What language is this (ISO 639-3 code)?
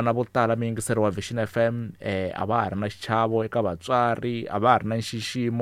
tso